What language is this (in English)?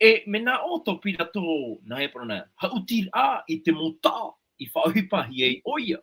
Tahitian